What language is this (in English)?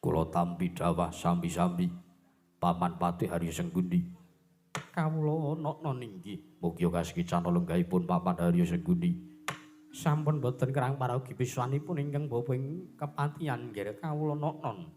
Javanese